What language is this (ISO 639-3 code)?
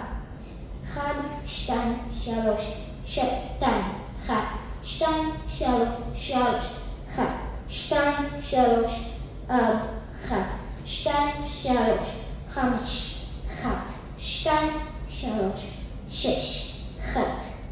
heb